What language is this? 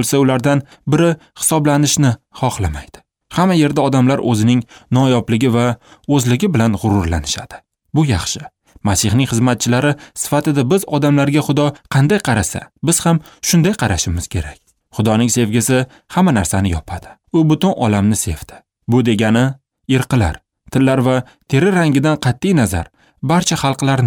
Uzbek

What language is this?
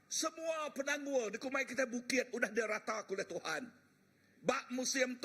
Iban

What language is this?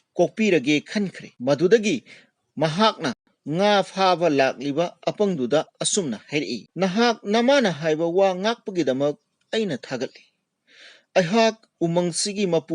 Manipuri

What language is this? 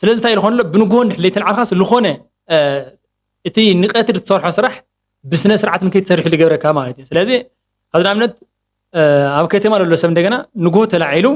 Tigrinya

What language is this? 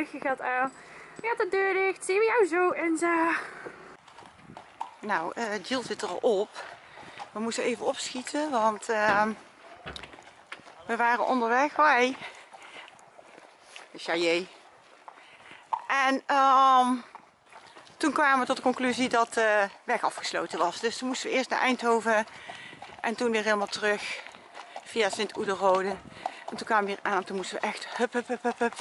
Dutch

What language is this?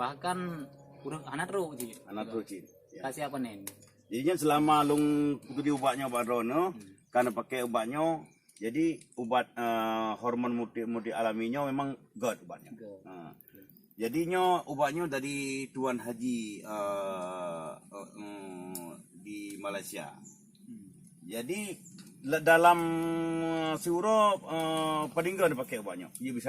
Achinese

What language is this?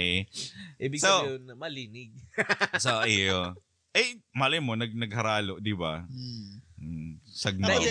Bikol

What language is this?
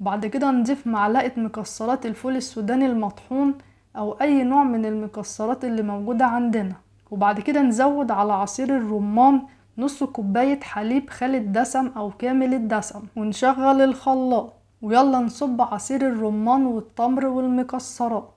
Egyptian Arabic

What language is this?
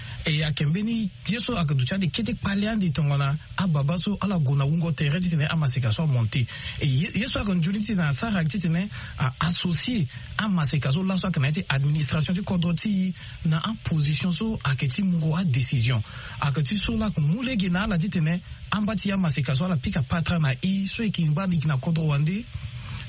Sango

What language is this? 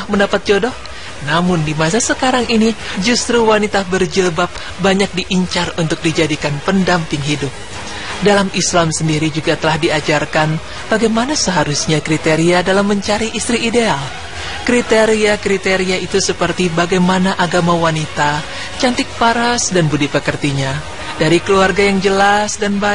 Indonesian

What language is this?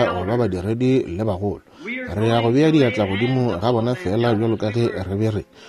Northern Sotho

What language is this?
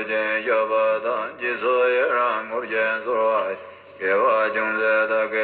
Tibetan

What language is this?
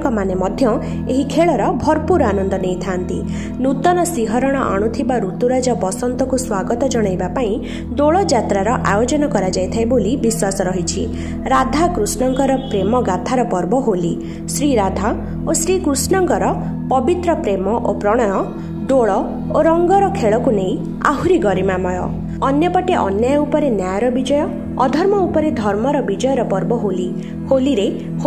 Odia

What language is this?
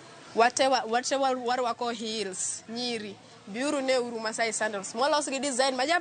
Luo (Kenya and Tanzania)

